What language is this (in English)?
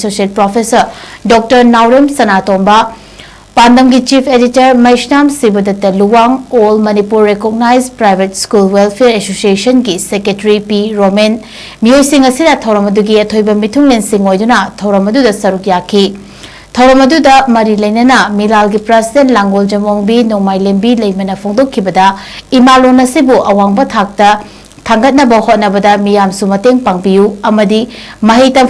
Manipuri